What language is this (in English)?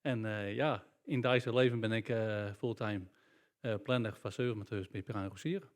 Western Frisian